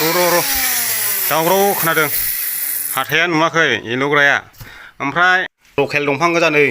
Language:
Bodo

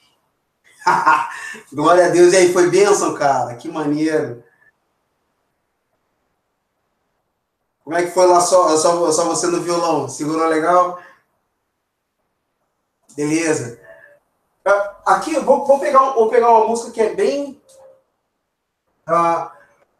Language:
Portuguese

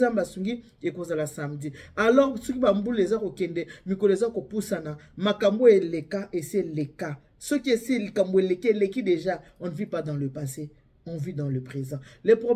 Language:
Lingala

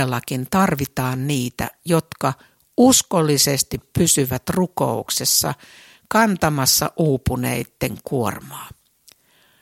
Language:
Finnish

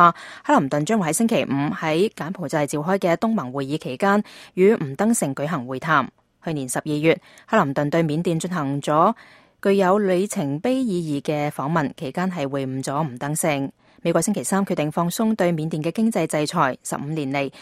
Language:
Cantonese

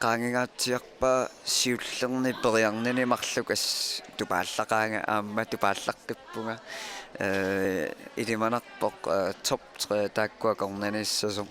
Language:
Kalaallisut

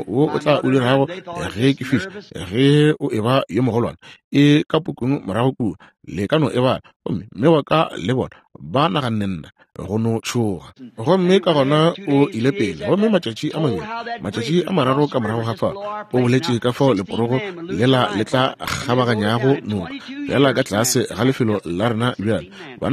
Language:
Northern Sotho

